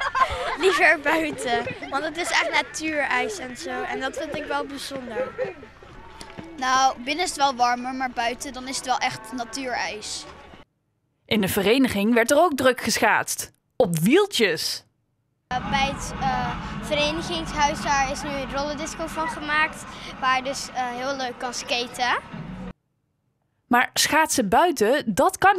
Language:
Dutch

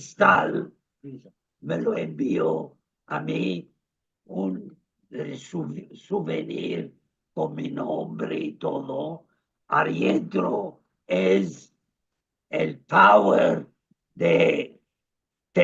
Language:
Ladino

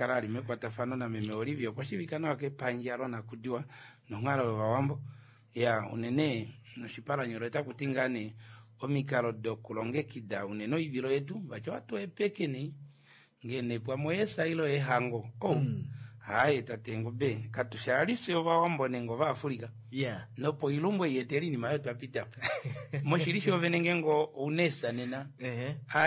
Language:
Kuanyama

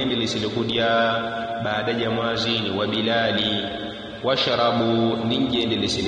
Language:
Yao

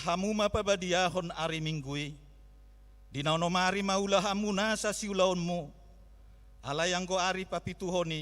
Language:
Batak Toba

